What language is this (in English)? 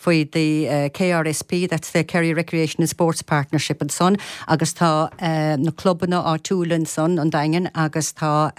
Irish